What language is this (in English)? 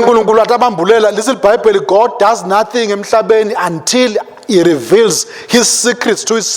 Swati